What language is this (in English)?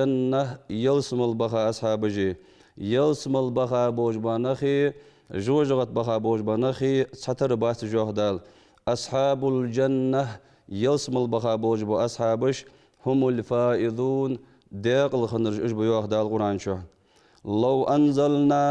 Ingush